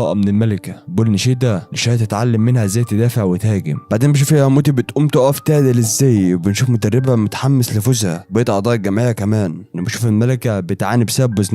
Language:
Egyptian Arabic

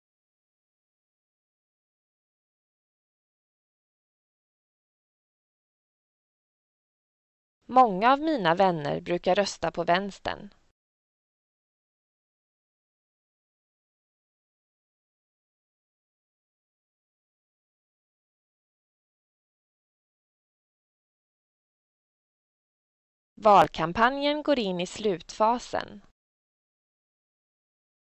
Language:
Swedish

